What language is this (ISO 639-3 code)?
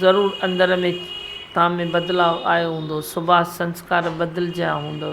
snd